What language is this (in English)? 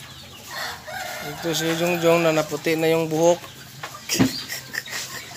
Filipino